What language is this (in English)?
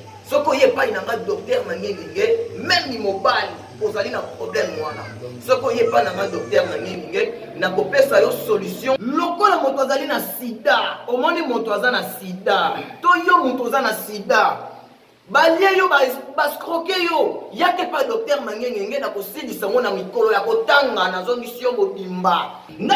Lingala